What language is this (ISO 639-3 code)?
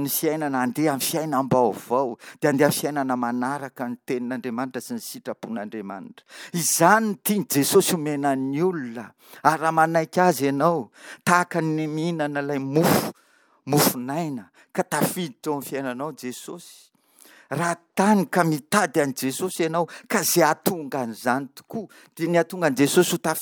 mlg